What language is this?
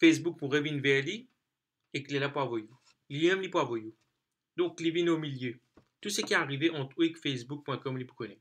Morisyen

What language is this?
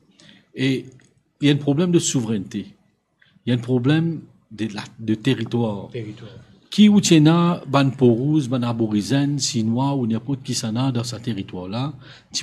Morisyen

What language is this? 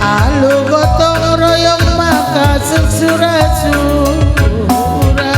Batak Karo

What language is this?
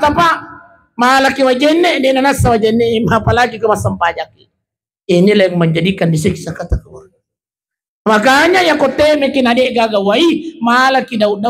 Buginese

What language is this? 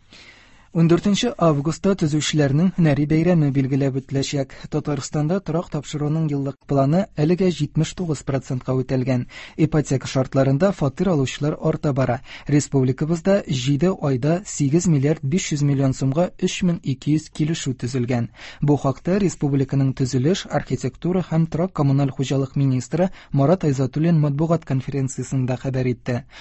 Tatar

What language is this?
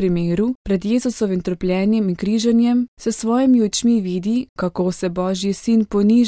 Slovenian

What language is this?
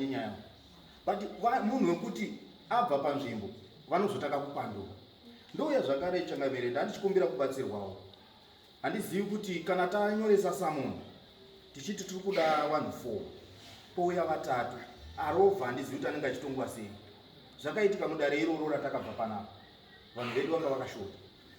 Shona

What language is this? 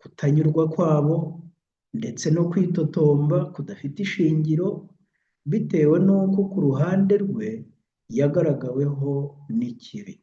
Kinyarwanda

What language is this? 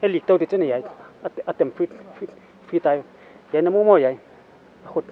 Paite Chin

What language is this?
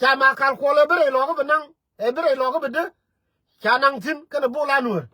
Nuer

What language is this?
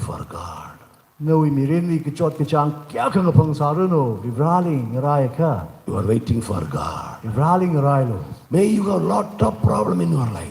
Tangkhul Naga (India)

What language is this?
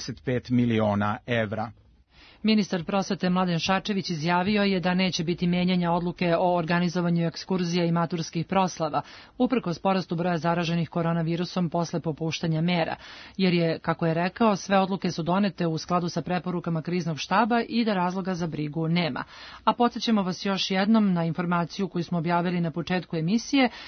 Serbian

